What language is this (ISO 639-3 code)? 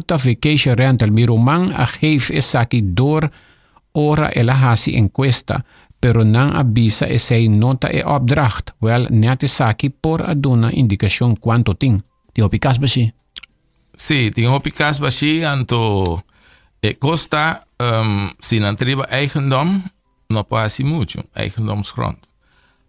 pap